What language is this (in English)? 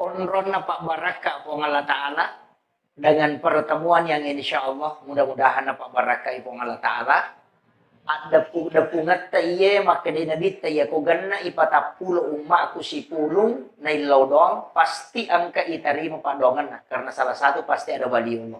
Buginese